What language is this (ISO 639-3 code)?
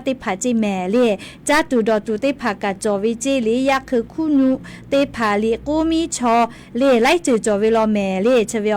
lhu